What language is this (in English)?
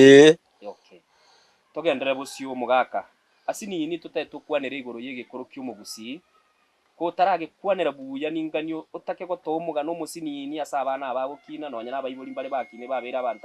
Gusii